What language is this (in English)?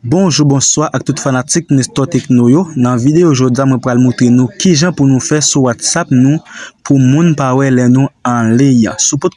Haitian Creole